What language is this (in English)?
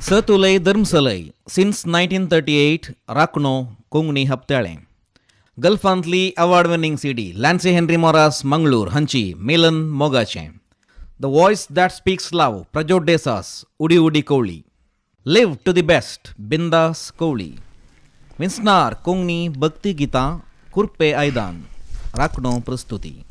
Konkani